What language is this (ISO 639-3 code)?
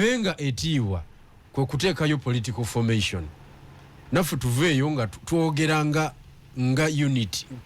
lug